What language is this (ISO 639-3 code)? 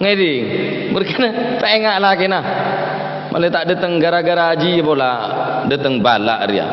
mad